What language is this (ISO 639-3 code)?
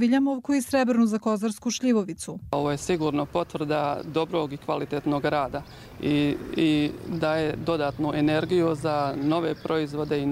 hrv